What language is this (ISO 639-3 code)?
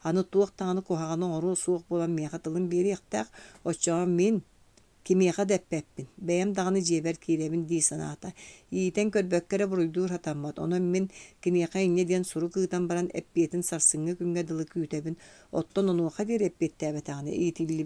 sah